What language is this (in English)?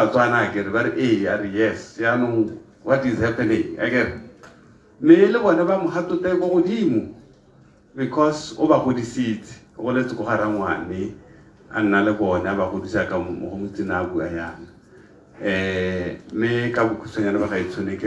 Tswana